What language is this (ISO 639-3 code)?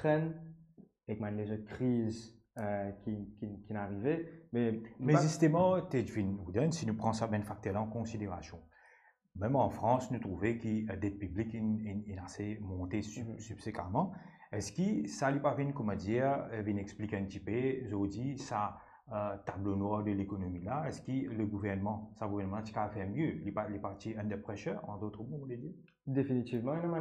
mfe